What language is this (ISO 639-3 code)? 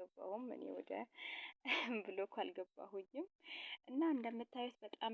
amh